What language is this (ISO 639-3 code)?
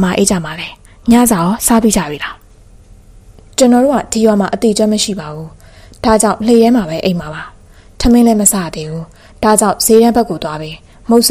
mya